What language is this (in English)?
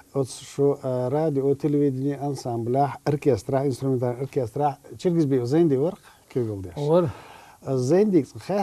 Chechen